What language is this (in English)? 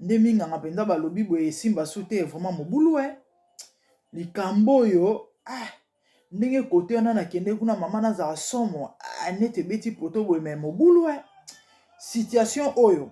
Lingala